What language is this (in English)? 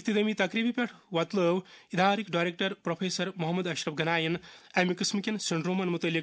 Kashmiri